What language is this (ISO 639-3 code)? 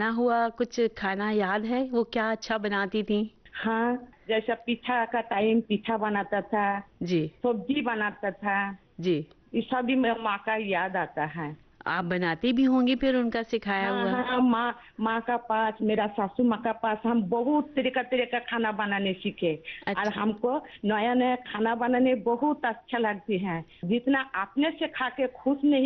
hin